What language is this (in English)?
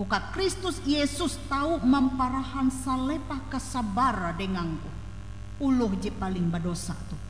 Ngaju